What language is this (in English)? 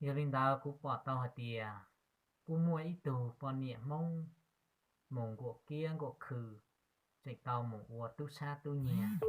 Hmong